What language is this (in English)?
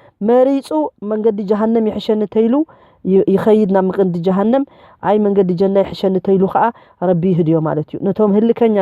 Tigrinya